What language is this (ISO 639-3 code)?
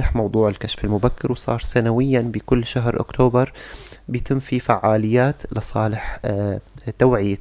apc